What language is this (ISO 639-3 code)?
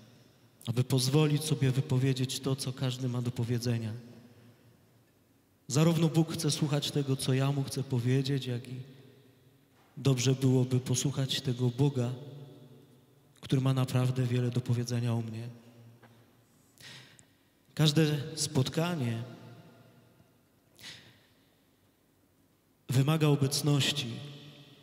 pol